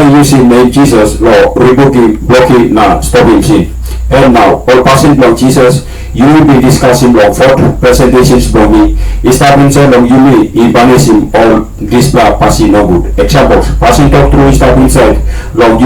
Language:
Tok Pisin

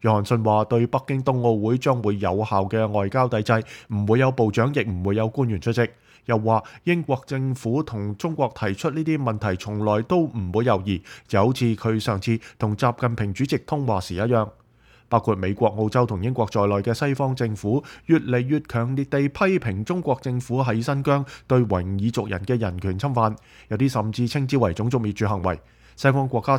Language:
Cantonese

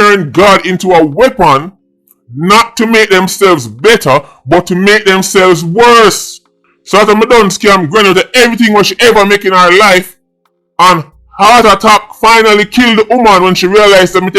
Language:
Jamaican Creole English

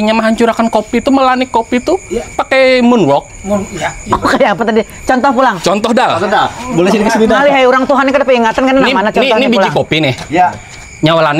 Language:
Banjar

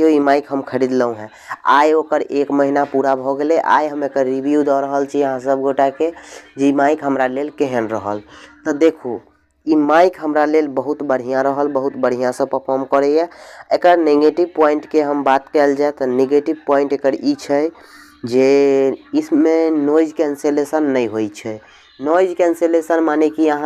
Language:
Maithili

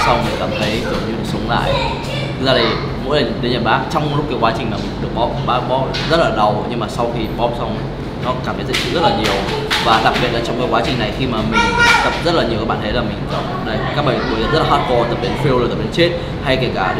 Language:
Vietnamese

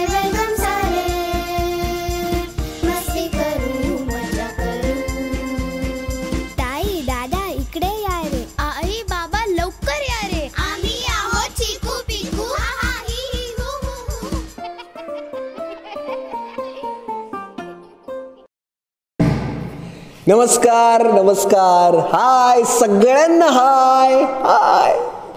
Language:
Marathi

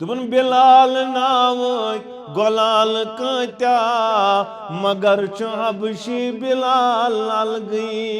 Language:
Kashmiri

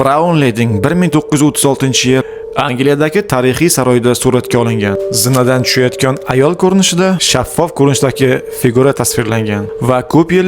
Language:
Uzbek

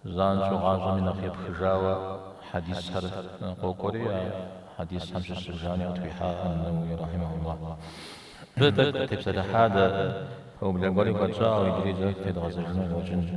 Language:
Kabardian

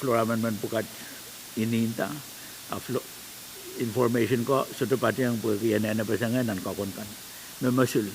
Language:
Pohnpeian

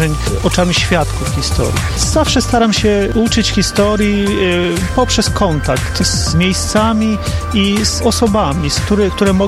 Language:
Polish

